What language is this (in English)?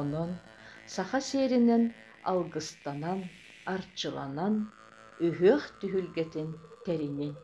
Yakut